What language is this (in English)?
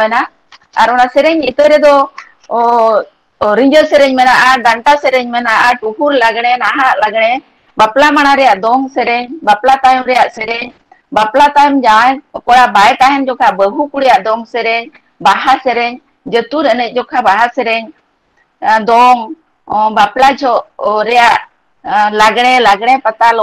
Santali